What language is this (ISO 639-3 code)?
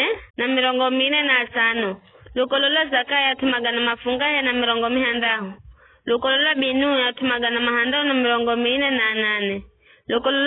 nyf